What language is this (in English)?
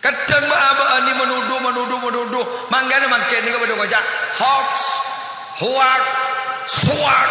Madurese